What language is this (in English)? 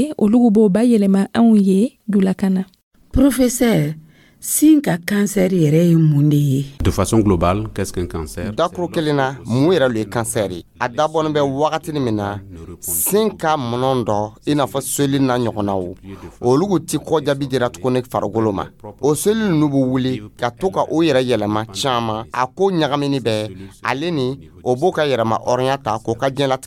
Dyula